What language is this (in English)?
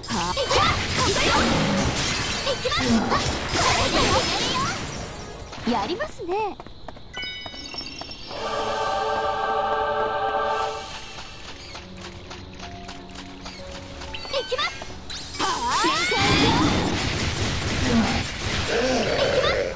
Japanese